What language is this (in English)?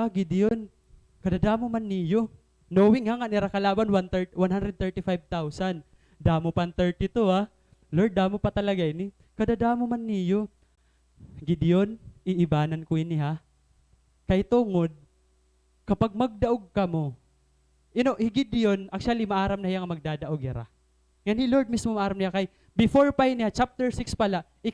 Waray